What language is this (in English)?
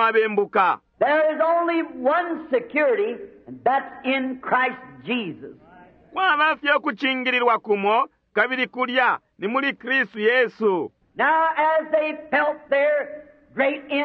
Bemba